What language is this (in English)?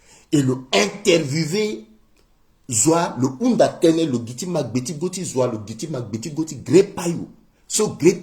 Sango